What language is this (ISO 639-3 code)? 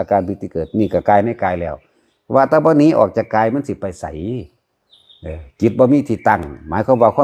lao